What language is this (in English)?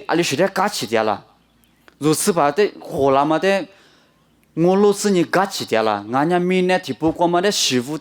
Lisu